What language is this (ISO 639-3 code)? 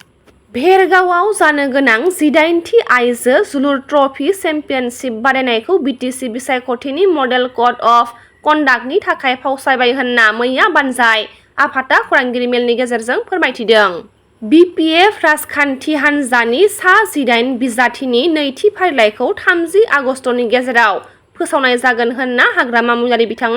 brx